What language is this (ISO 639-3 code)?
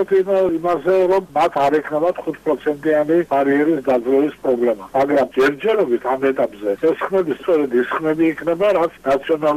kat